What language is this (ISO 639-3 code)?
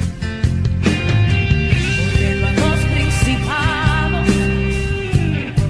spa